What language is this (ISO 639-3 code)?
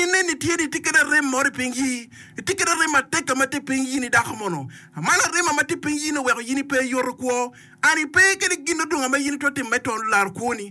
ach